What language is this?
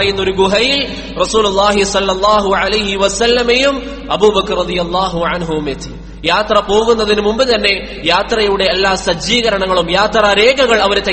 Malayalam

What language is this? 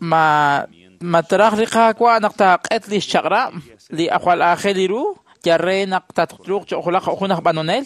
Kekchí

